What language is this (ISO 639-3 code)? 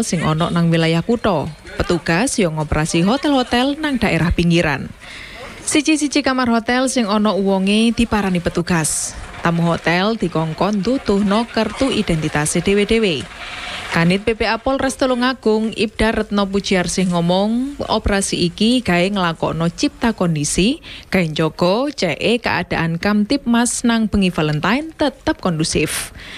jav